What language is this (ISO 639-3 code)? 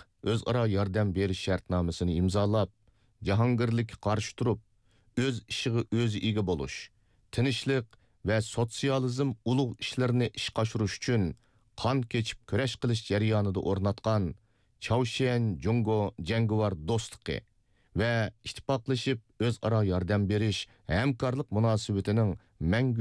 uig